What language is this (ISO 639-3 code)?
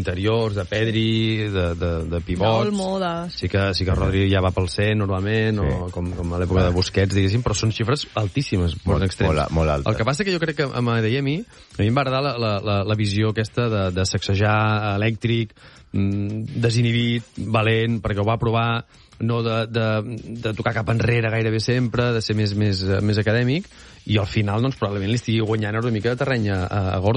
cat